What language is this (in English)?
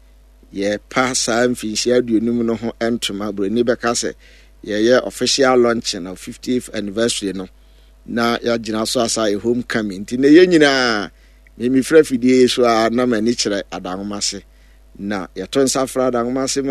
Akan